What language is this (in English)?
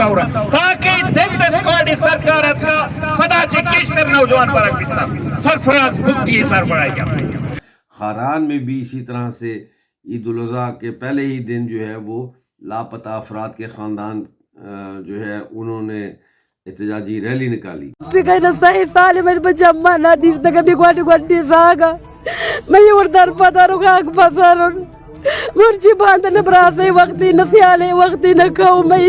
Baluchi